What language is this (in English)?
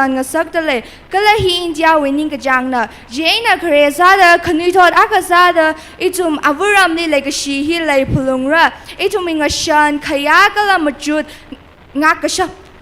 Tangkhul Naga (India)